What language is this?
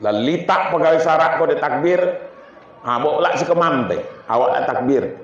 Minangkabau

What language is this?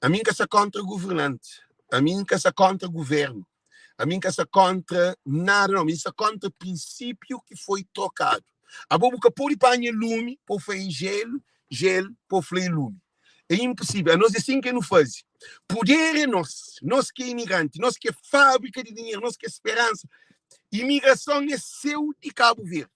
Kabuverdianu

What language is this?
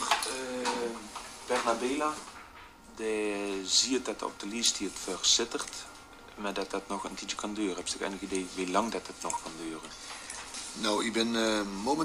Dutch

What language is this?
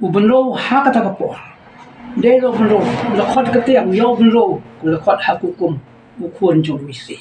Khasi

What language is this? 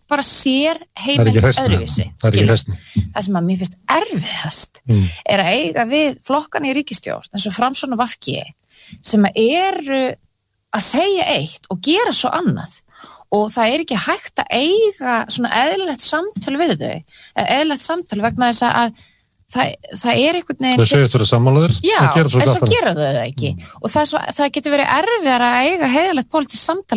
Icelandic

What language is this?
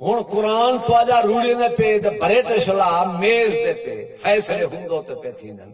Saraiki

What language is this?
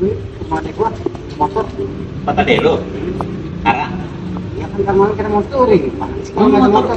Betawi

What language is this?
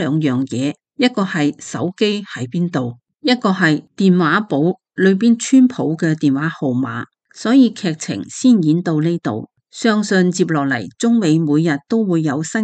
Cantonese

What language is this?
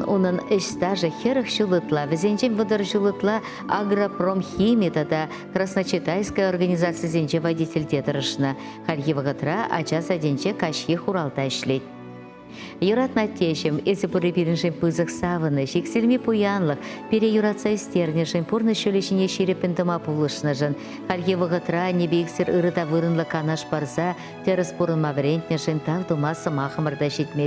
Chuvash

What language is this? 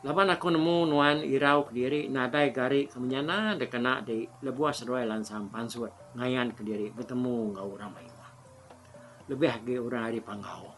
Iban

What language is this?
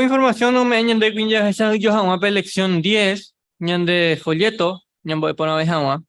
Guarani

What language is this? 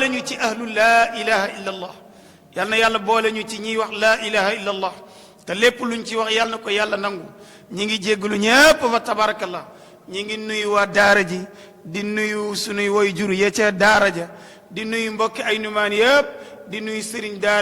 Wolof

